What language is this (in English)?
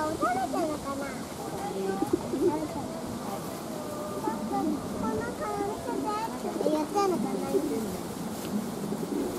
Japanese